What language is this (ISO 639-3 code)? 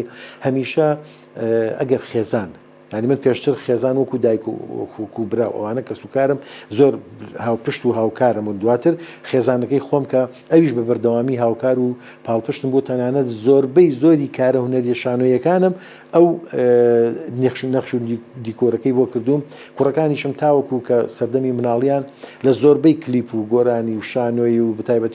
ckb